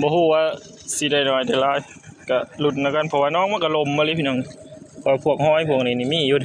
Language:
Northeastern Thai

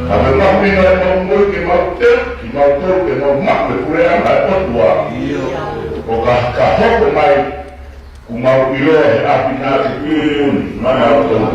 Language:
Tongan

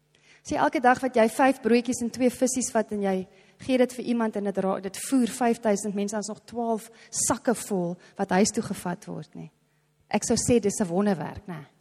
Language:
Afrikaans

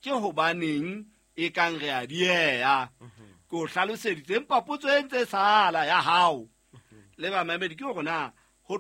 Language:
Southern Sotho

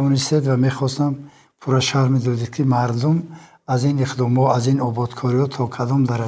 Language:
Tajik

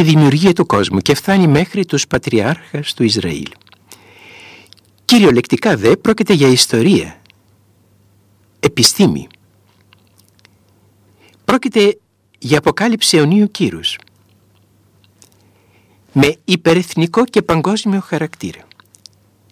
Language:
Greek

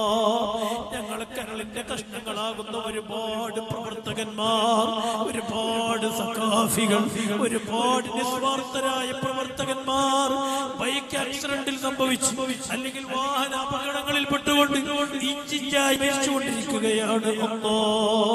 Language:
Malayalam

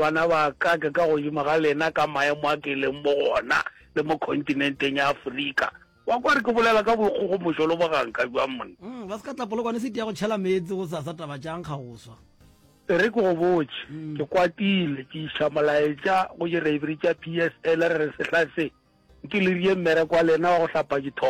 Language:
Northern Sotho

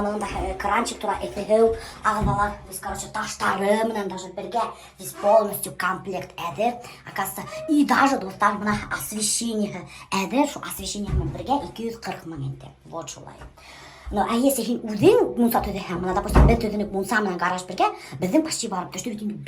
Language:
Bashkir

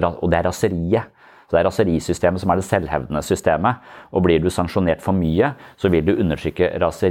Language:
Norwegian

